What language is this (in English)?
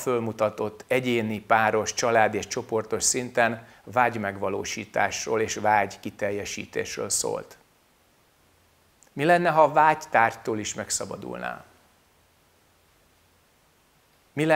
Hungarian